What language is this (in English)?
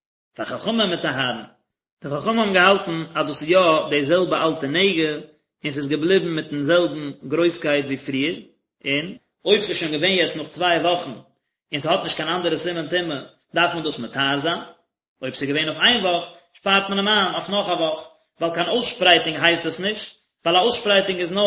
Yiddish